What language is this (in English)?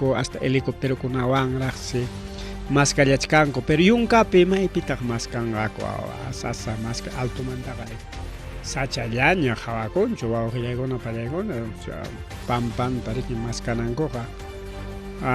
Ayacucho Quechua